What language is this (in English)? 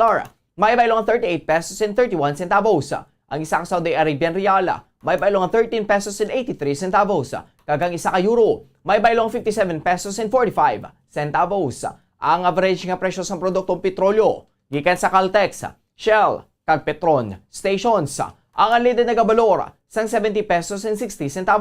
Hiligaynon